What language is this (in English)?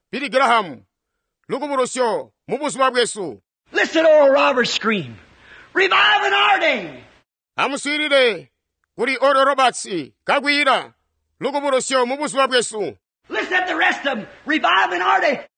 Tonga (Zambia)